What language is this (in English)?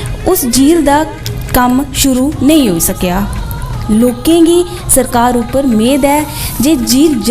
Dogri